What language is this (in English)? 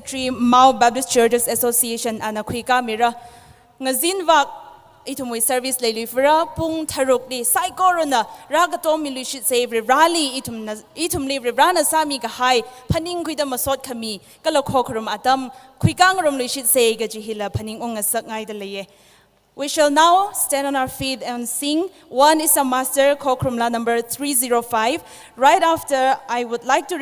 Tangkhul Naga (India)